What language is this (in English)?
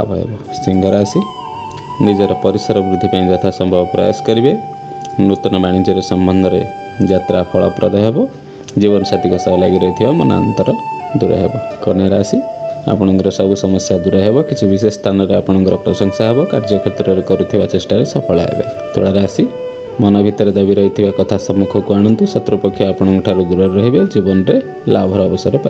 Odia